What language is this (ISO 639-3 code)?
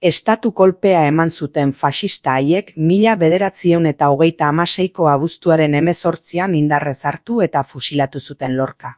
eus